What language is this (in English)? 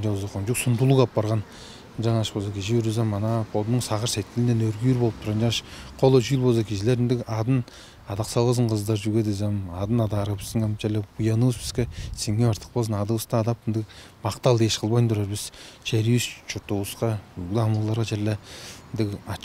Tuvinian